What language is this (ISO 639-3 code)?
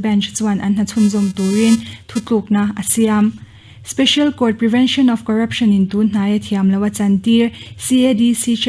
lus